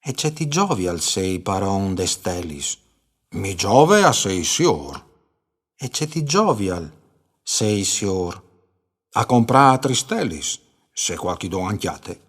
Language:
Friulian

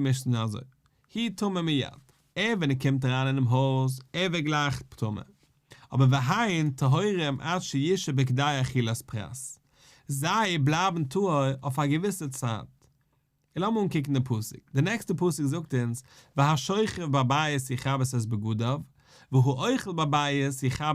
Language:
Yiddish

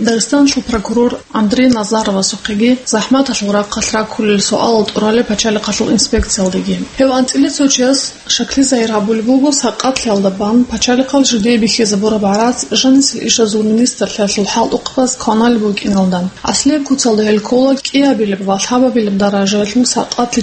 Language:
Avaric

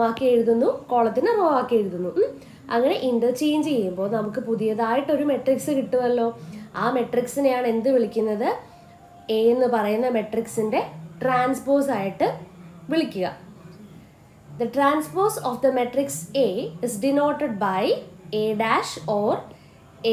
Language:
Malayalam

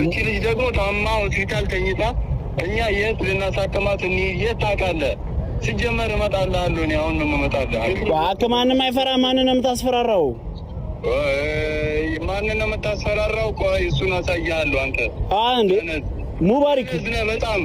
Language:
Amharic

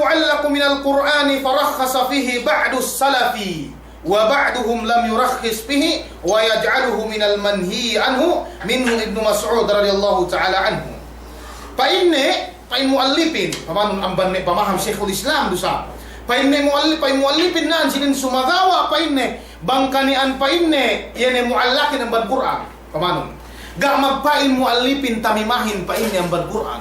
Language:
Yakan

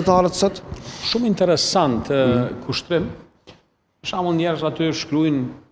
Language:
Albanian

